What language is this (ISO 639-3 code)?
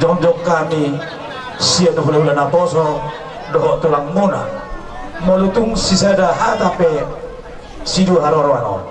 bbc